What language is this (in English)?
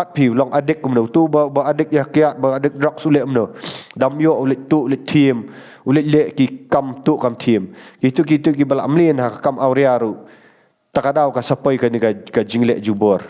Khasi